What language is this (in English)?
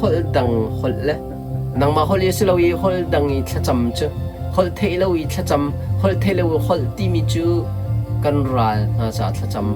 Hakha Chin